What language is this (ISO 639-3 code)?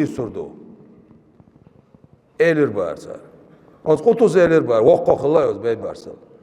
che